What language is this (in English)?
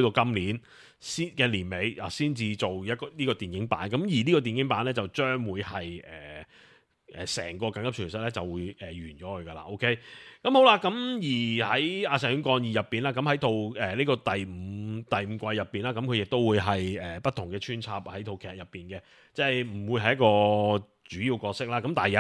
Cantonese